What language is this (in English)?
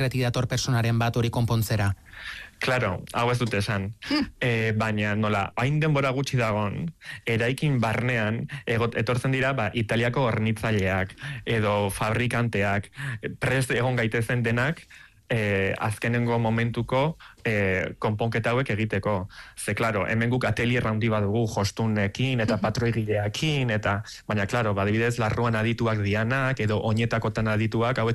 Basque